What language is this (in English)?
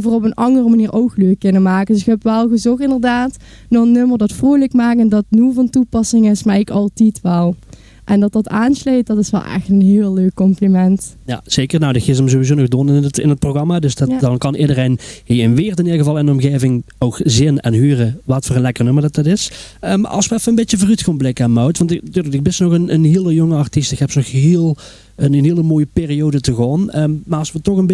Limburgish